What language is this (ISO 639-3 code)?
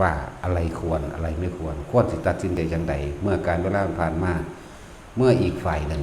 tts